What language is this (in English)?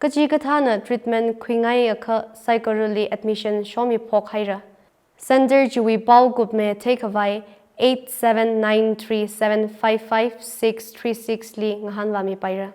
Tangkhul Naga (India)